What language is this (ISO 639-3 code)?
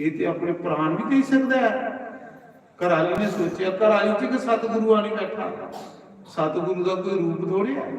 doi